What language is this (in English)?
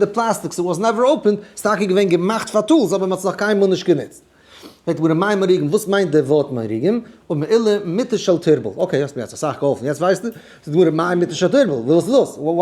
Yiddish